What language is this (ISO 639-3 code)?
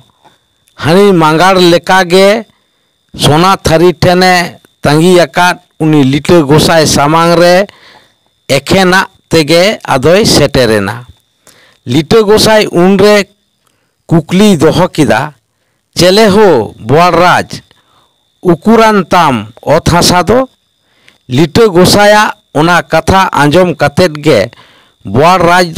sat